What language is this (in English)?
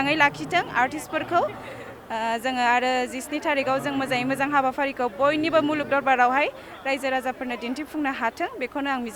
Bodo